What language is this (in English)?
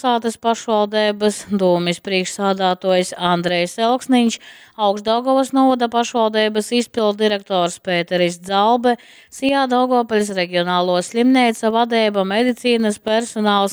Latgalian